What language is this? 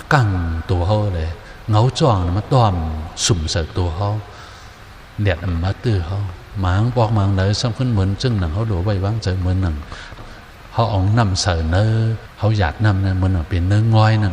Shan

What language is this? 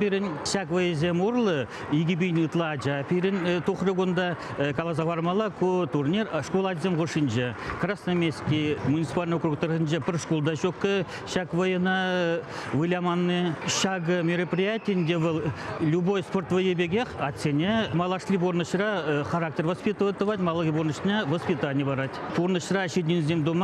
Chuvash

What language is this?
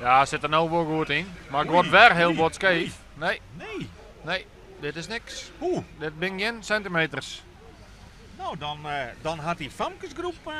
Western Frisian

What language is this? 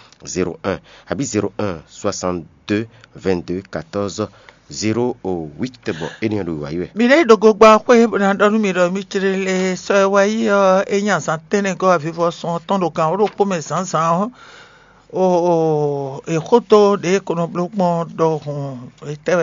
Fon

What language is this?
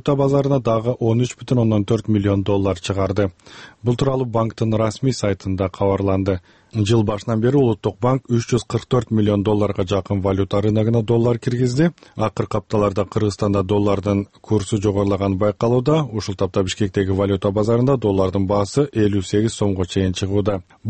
Kyrgyz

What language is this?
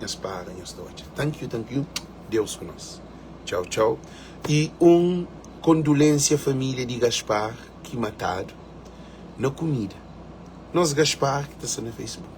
Kabuverdianu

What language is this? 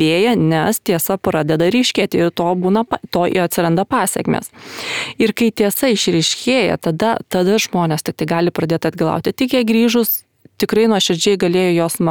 Lithuanian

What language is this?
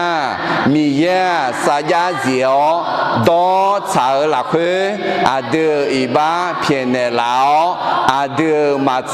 Akha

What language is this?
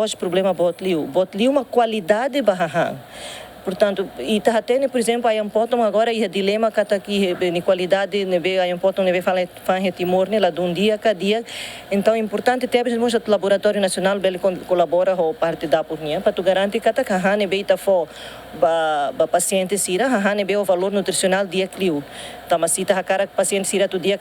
Tetum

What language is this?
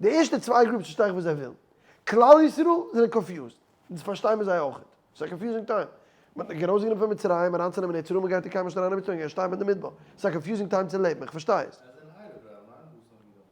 Yiddish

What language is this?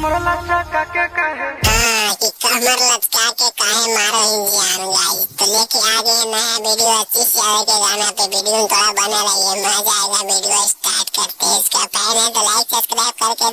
Magahi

